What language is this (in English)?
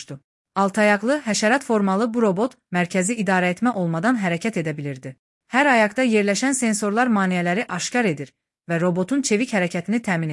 Azerbaijani